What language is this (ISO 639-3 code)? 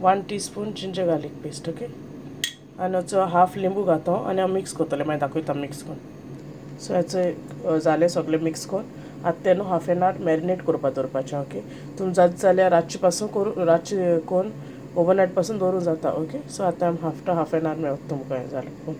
kok